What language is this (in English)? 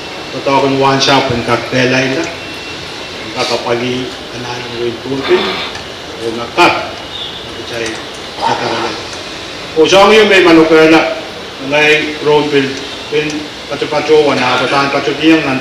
Pohnpeian